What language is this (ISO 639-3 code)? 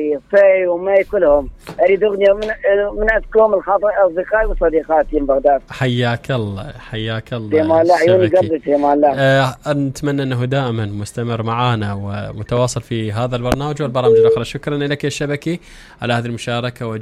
acm